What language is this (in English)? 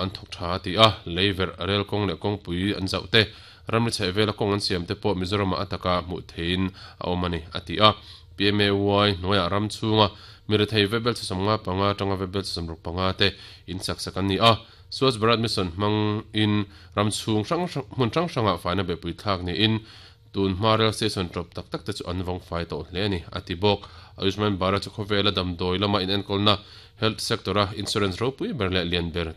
Mizo